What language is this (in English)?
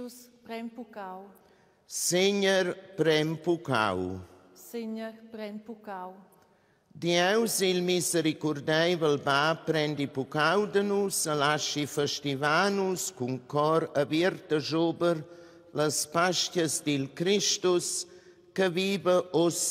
Romansh